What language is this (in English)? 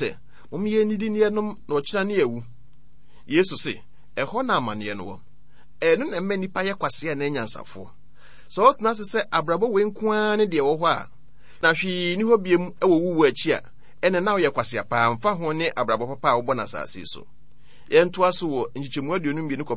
Akan